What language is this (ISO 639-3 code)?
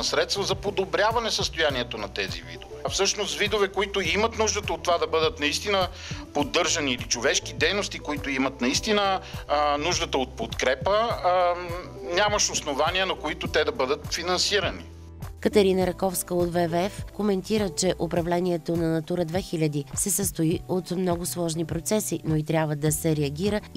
bul